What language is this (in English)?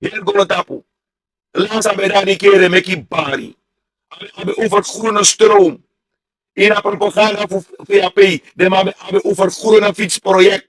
Sranan Tongo